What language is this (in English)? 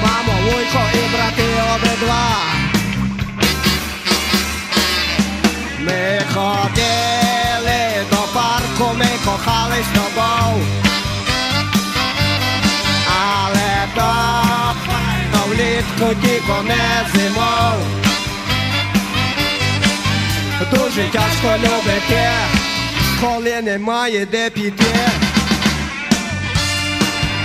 Ukrainian